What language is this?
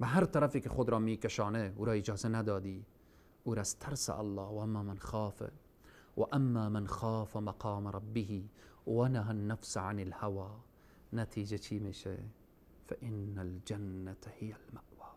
Persian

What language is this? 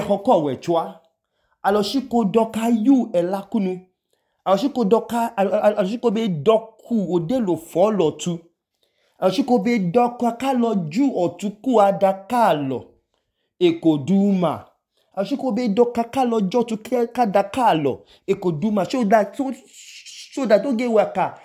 Idoma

